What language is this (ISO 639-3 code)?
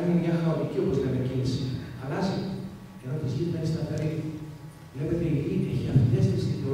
ell